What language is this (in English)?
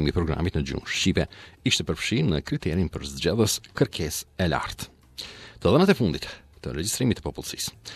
Albanian